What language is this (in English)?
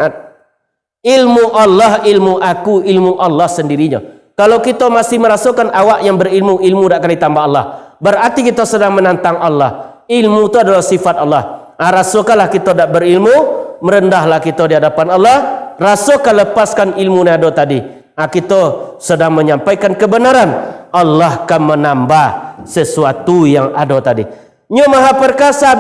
Minangkabau